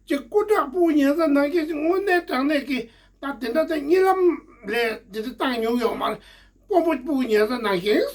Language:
Tibetan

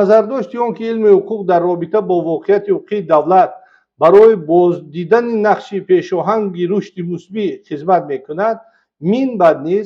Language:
Tajik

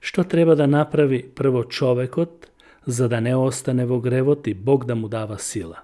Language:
Macedonian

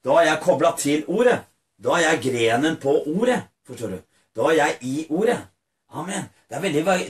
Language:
Norwegian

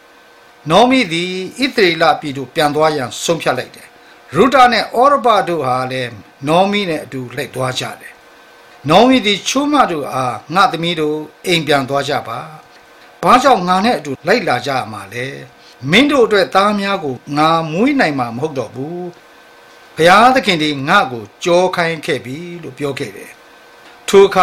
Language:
Burmese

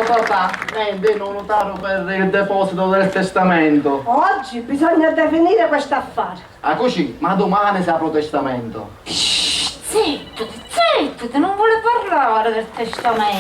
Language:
Sicilian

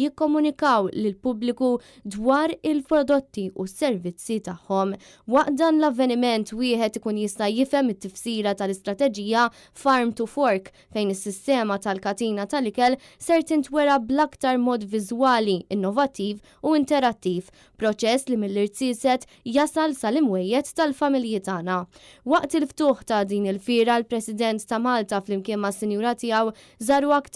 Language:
Maltese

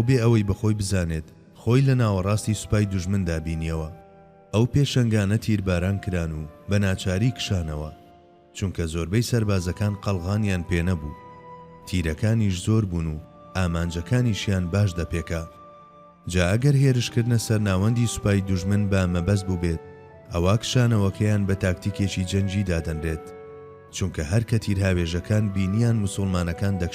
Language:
Central Kurdish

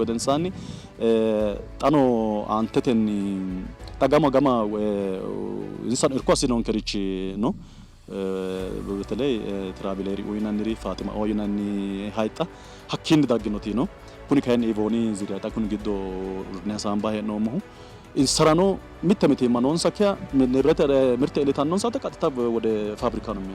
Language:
Sidamo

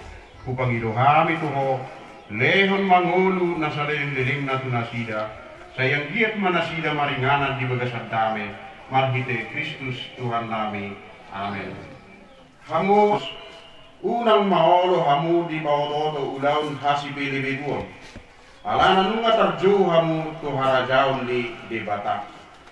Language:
Batak Toba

